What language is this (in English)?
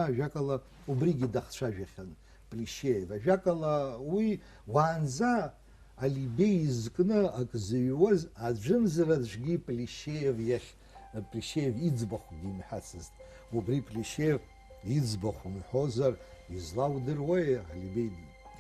Abkhazian